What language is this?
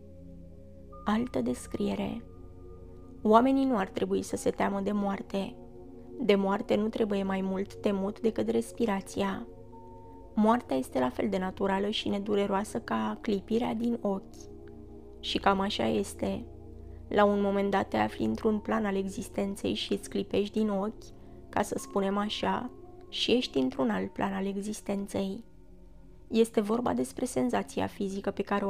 Romanian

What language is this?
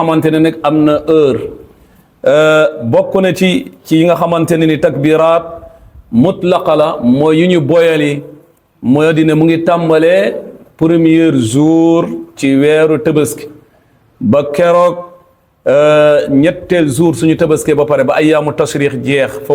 Wolof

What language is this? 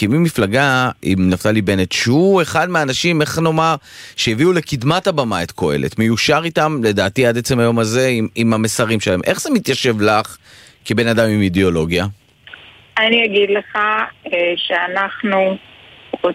Hebrew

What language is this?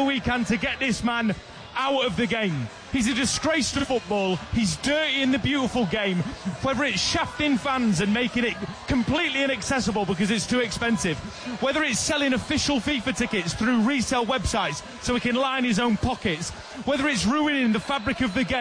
English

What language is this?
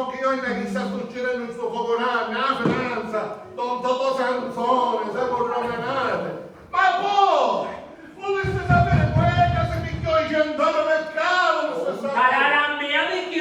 Sicilian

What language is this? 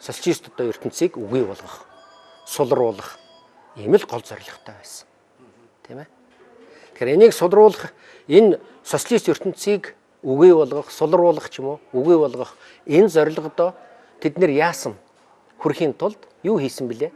Mongolian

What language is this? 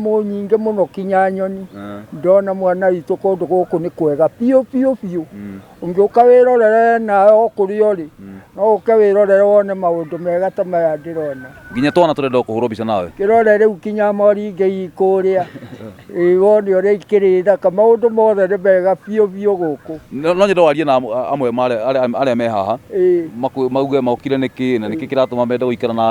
Kikuyu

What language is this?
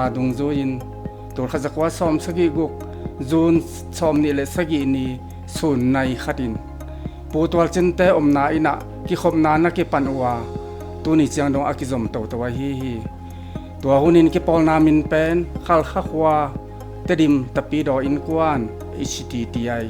Tedim Chin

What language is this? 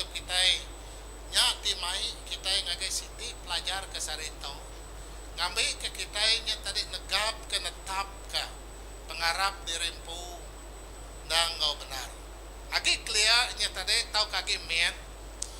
Iban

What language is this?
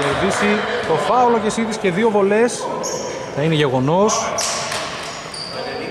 Greek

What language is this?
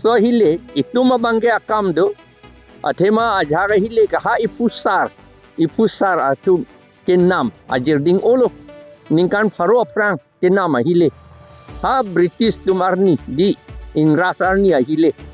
Karbi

